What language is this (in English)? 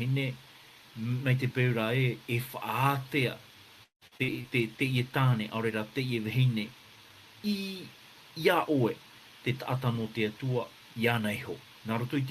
Tahitian